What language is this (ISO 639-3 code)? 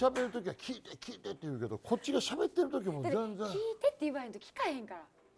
jpn